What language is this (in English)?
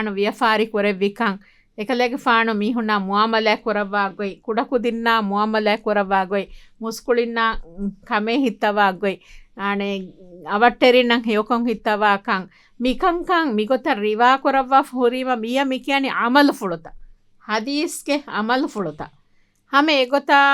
Divehi